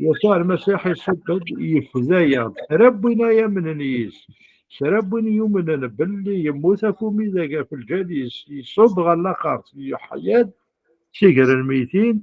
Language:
Kabyle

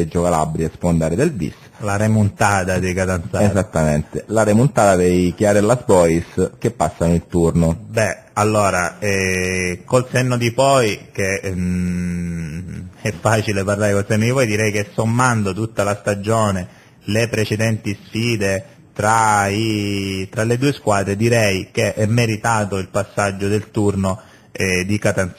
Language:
Italian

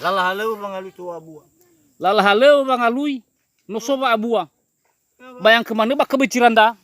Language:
Nias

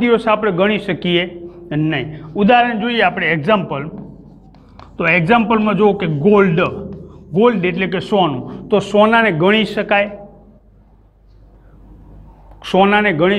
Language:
Gujarati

